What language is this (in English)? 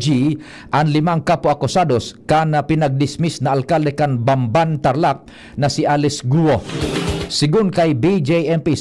Bikol